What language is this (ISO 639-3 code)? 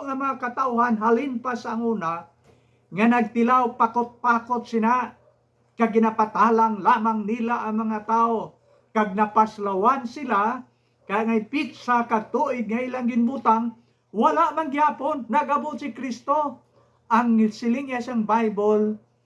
hil